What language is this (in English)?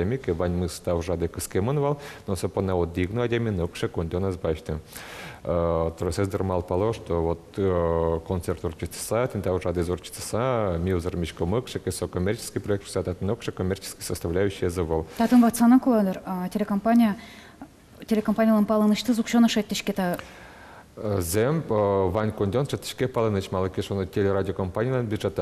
Udmurt